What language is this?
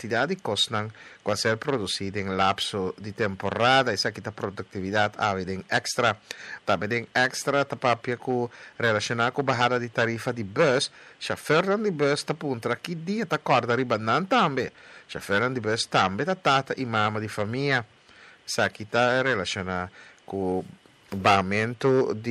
Papiamento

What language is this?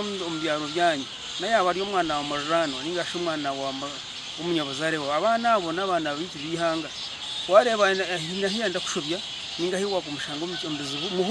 Nyankole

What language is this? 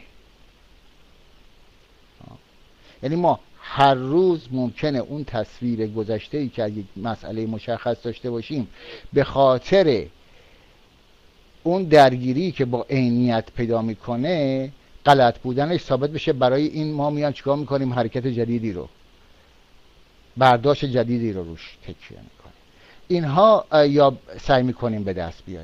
Persian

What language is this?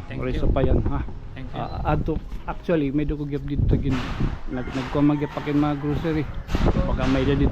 Waray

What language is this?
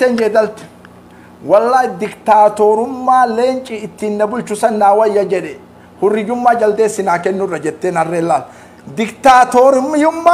Oromo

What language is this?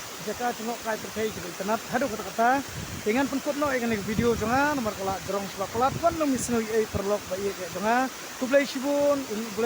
Khasi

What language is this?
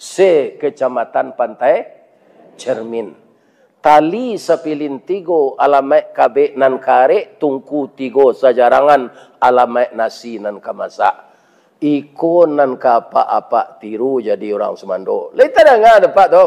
Minangkabau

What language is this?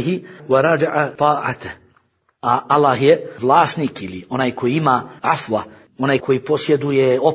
Bosnian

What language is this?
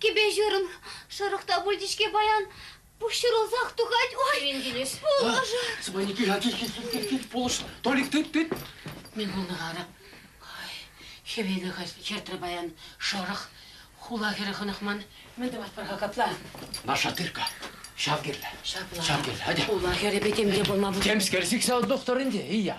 Chuvash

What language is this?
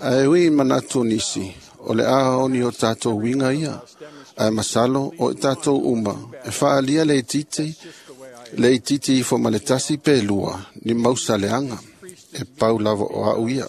Samoan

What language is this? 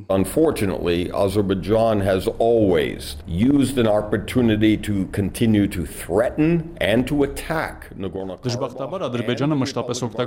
Armenian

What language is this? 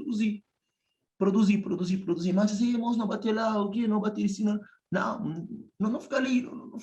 Kabuverdianu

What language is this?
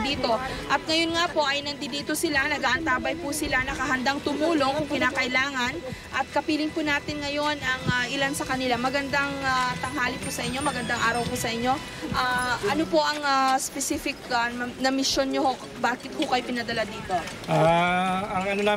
Filipino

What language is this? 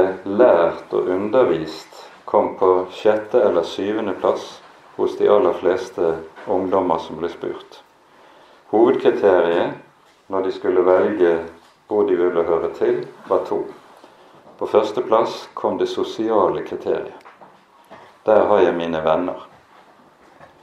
Norwegian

